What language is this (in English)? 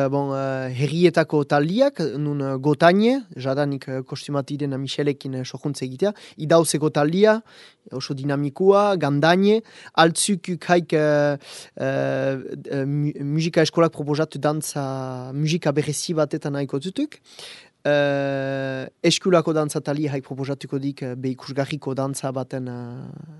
Basque